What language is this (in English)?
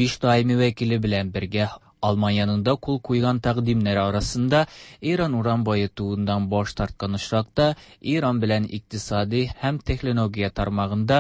Tatar